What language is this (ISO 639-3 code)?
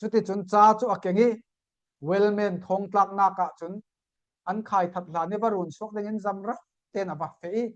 cfm